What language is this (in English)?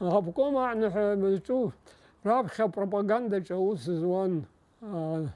Abkhazian